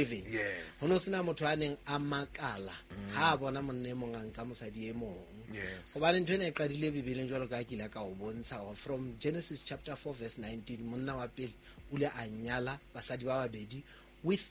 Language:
Southern Sotho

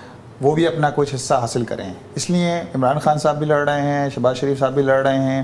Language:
Urdu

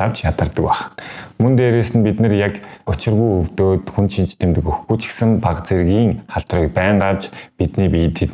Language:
Mongolian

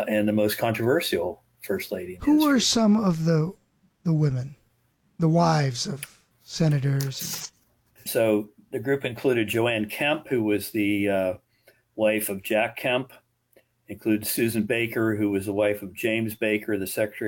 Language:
English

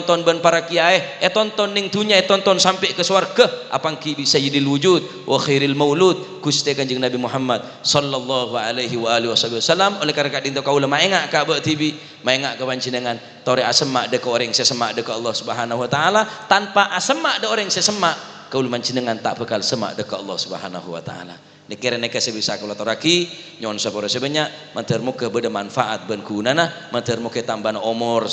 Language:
Madurese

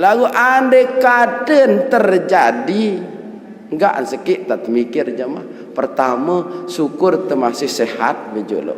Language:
Sasak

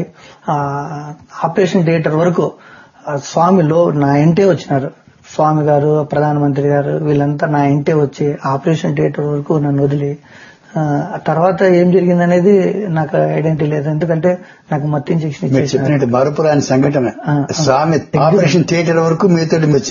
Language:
Telugu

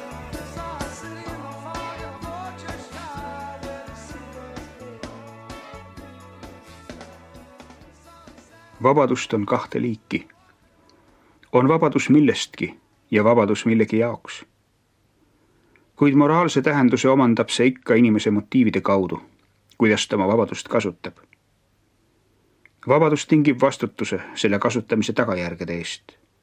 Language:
Estonian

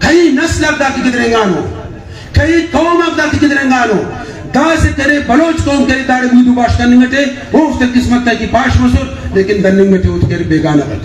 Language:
Brahui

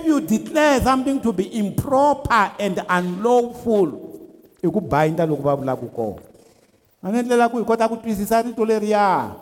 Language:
Tsonga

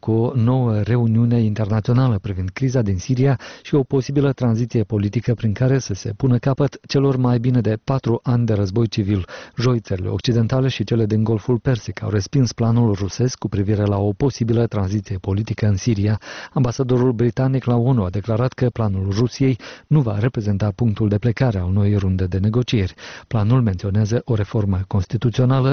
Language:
Romanian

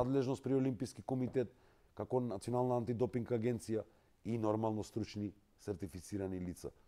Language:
Macedonian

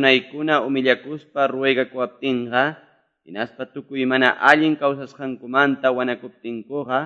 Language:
Quechua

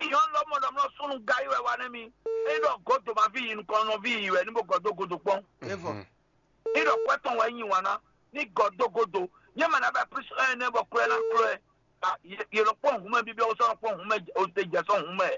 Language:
Fon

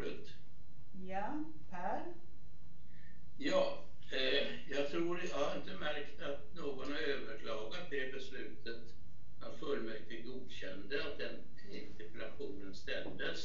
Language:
Swedish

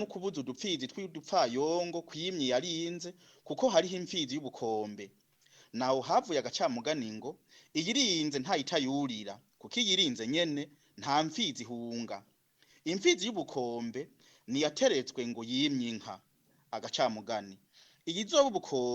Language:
Rundi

